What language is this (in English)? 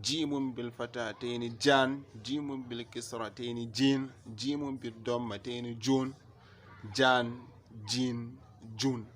Hausa